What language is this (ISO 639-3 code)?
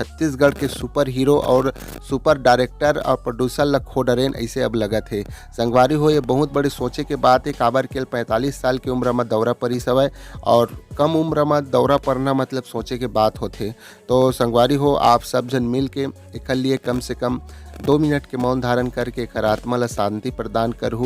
hne